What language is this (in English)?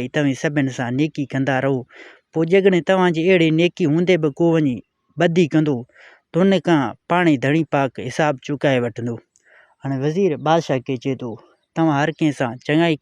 Sindhi